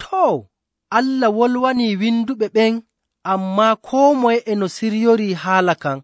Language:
Nigerian Fulfulde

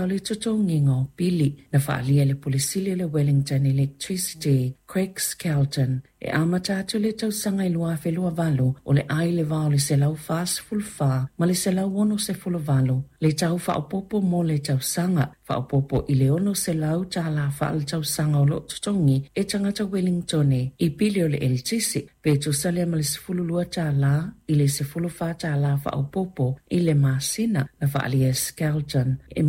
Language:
Samoan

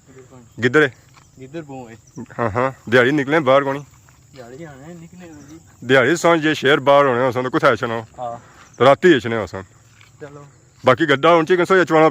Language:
Pahari-Potwari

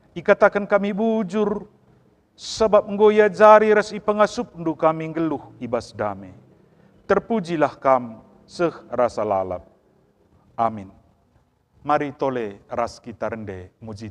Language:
Batak Karo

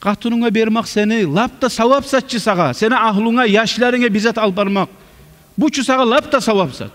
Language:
Kumyk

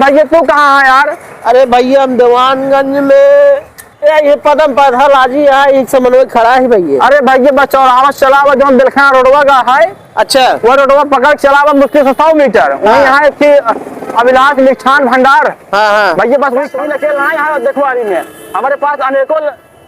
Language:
Awadhi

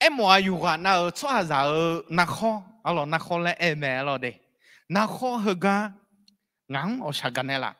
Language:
Akha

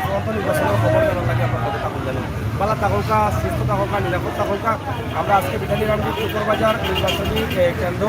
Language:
Sylheti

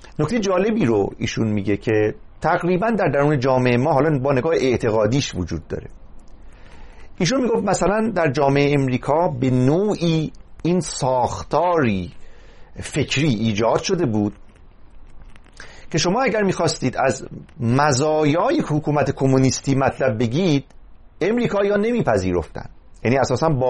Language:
Persian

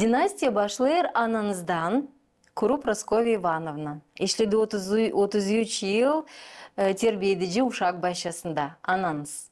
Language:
Gagauz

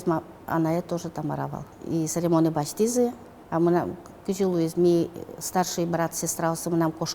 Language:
Udmurt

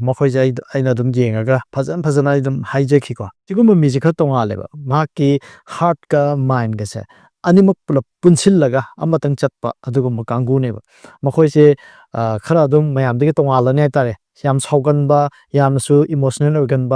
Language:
Manipuri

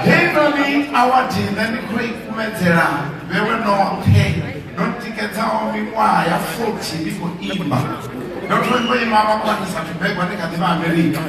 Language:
Venda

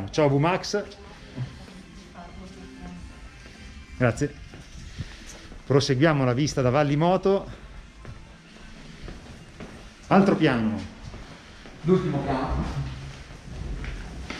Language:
Italian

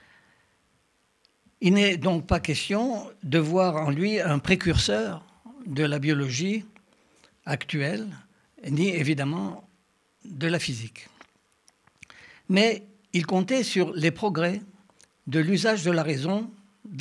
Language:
French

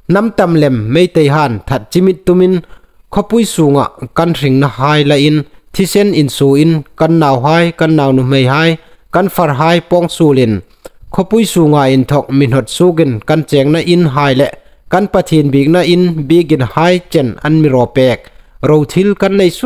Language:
Hmar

